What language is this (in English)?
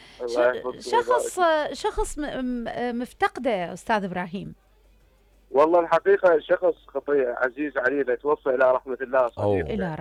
Mesopotamian Arabic